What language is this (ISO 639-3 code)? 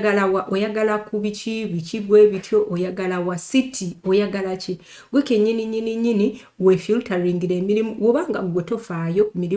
lug